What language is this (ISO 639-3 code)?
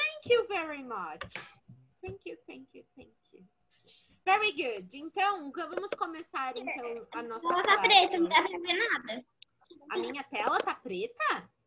por